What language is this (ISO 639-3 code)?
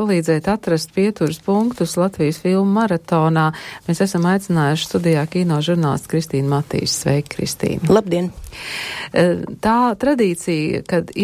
lav